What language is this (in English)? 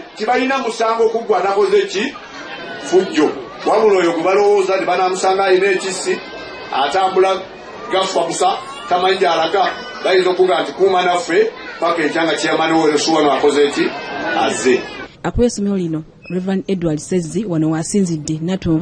Ganda